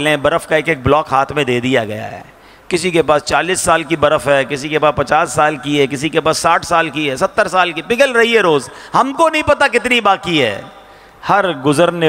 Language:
Urdu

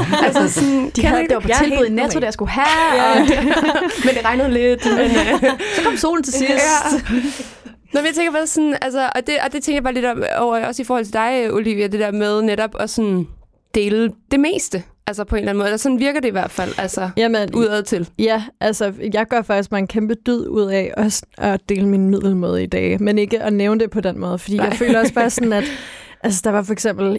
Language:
Danish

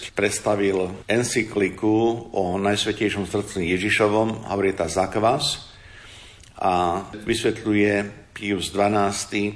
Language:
Slovak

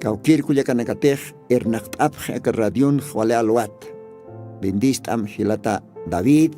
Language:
Aymara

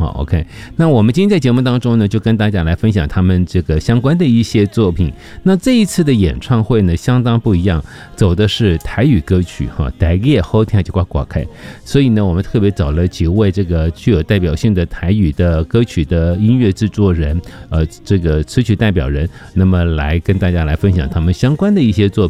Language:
Chinese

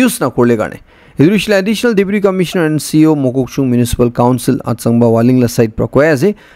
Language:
Naga Pidgin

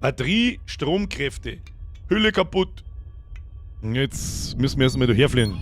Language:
Bavarian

